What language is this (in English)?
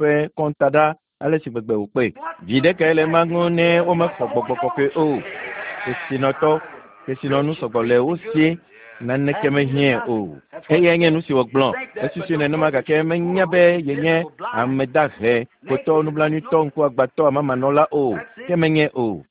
Ewe